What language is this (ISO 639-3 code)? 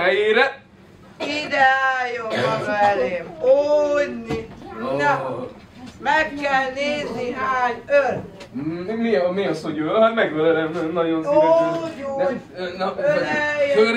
hun